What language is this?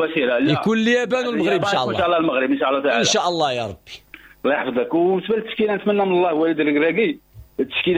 Moroccan Arabic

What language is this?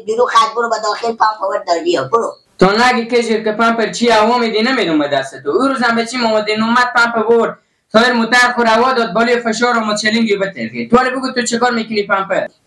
Persian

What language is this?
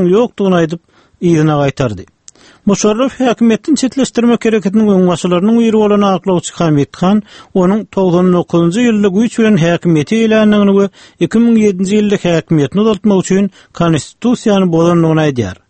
Turkmen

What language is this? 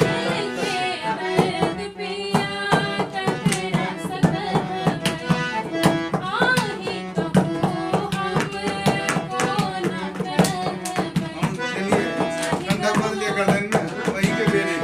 Maithili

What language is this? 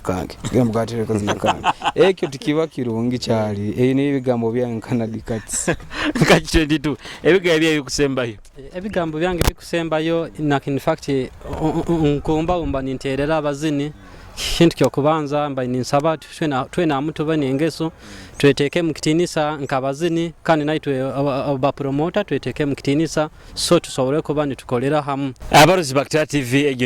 Nyoro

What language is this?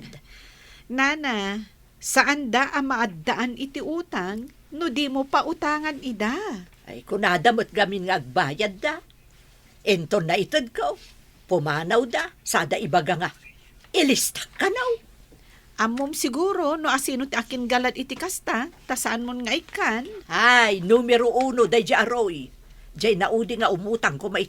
Iloko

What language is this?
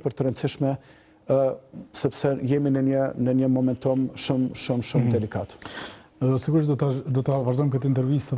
Albanian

